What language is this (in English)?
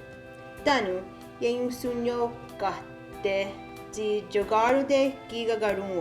Mohawk